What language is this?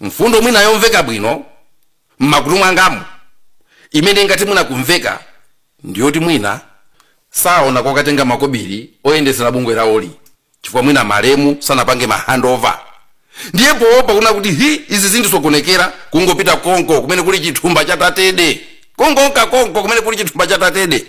Nyanja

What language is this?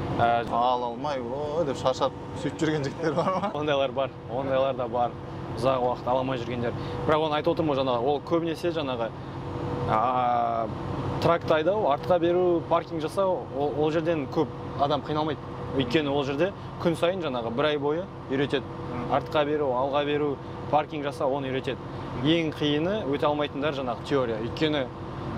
Kazakh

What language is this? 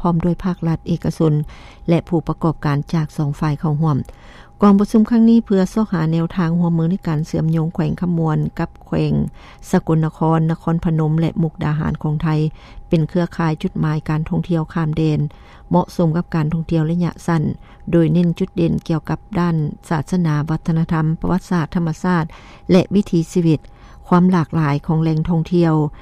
Lao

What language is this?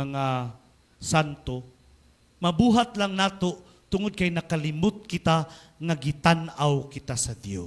Cebuano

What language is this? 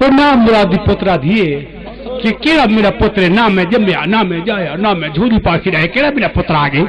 Saraiki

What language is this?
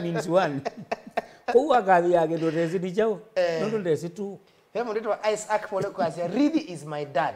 Kamba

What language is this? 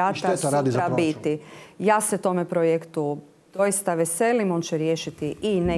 Croatian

